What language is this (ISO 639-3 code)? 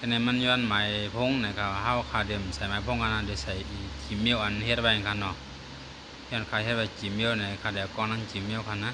shn